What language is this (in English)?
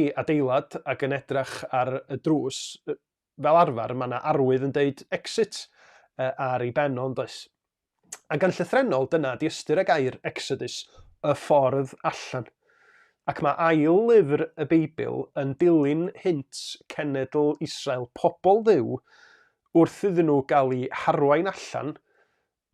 Welsh